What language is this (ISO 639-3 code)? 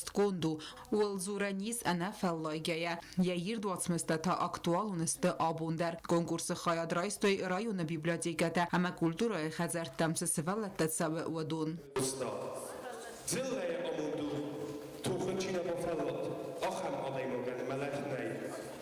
oss